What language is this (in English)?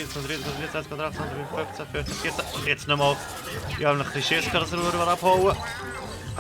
Swiss German